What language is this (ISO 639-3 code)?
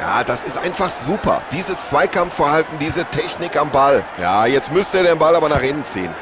bar